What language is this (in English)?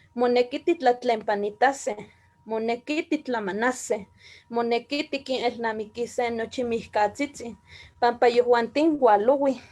Eastern Huasteca Nahuatl